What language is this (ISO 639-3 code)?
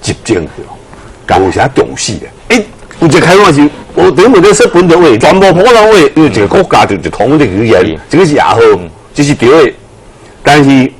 nan